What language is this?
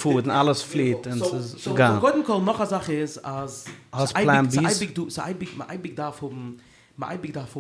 Yiddish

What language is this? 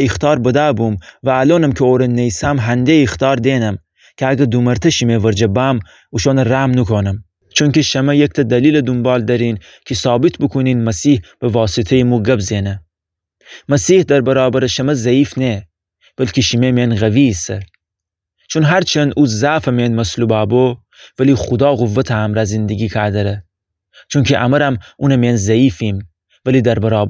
Gilaki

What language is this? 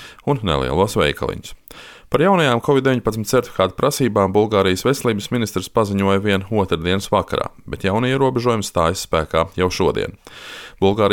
Latvian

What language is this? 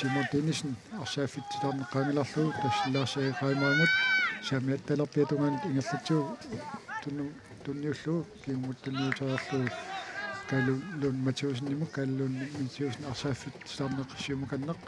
Kalaallisut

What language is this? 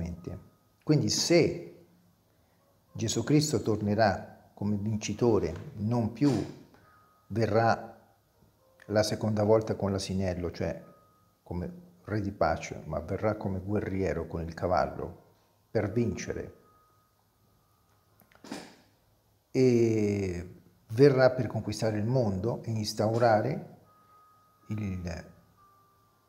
Italian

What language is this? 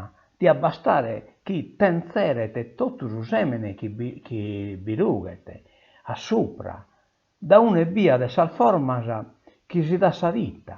Sardinian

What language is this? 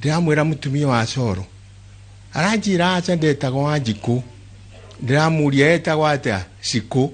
Kikuyu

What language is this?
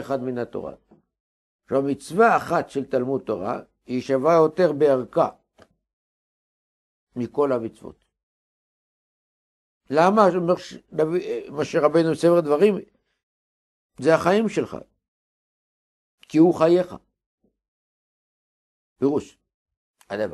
Hebrew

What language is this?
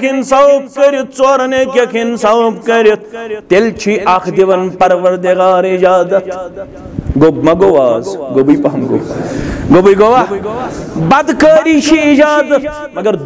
Kashmiri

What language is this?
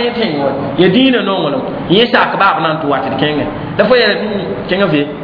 Mossi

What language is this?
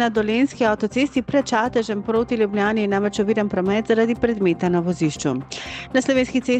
Slovenian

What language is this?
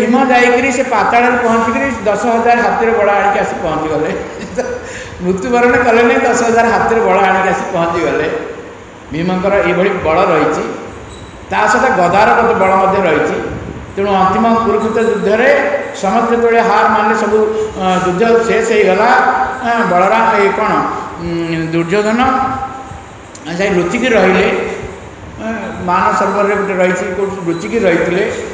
Odia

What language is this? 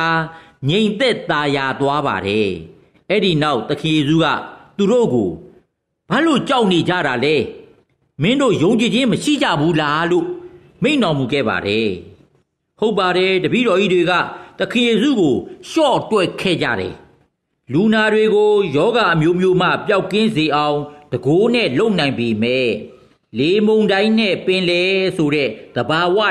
Burmese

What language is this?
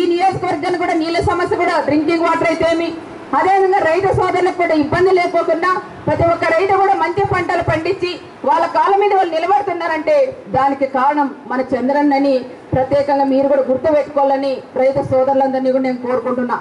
Telugu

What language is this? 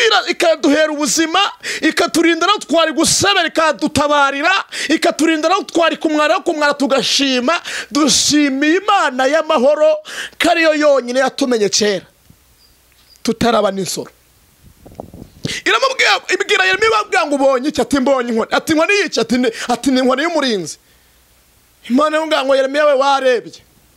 Kinyarwanda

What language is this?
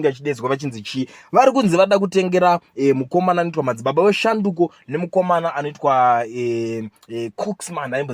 Shona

